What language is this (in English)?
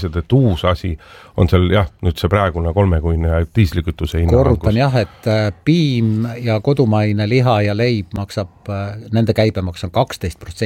Estonian